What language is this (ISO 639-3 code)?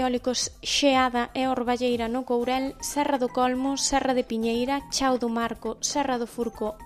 glg